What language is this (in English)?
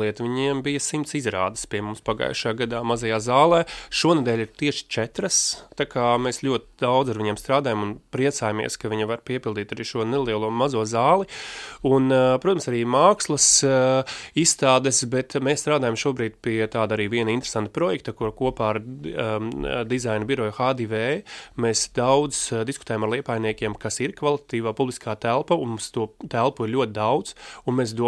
Latvian